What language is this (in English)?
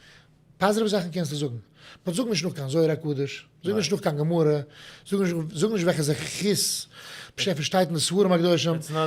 Yiddish